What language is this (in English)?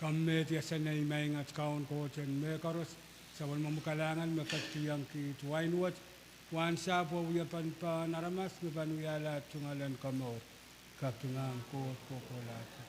Pohnpeian